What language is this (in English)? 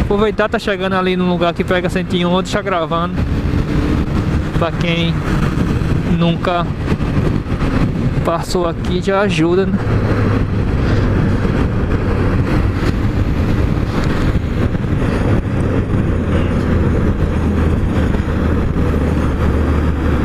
Portuguese